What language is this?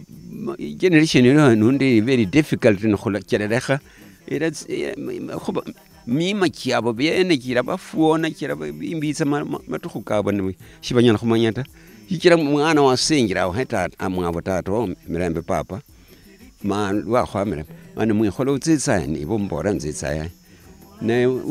Luyia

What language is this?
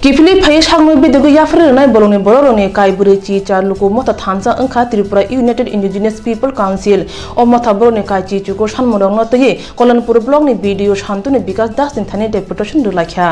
Kok Borok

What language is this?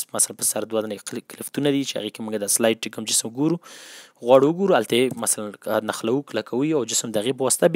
Pashto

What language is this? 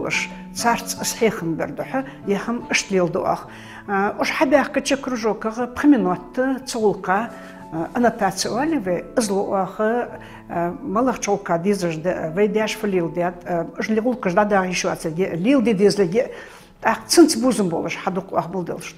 Ingush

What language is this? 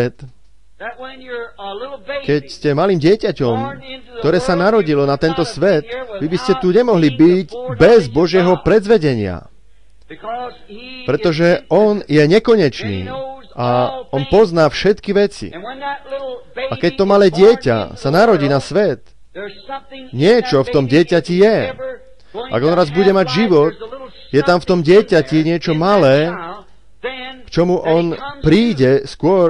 Slovak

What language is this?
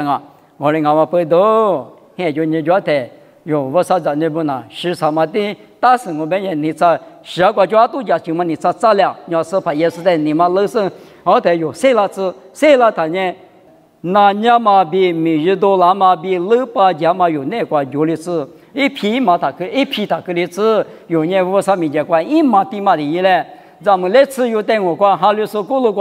Lisu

